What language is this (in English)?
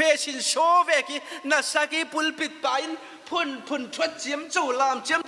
Falam Chin